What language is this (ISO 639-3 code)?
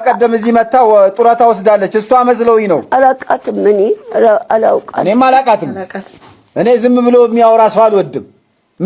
amh